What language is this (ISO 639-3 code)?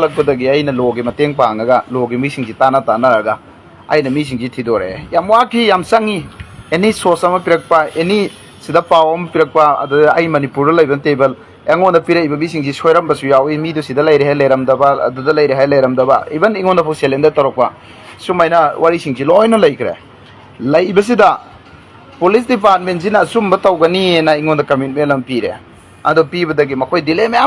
mni